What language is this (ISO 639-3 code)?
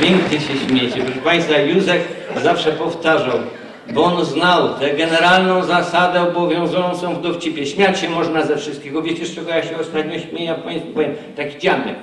szl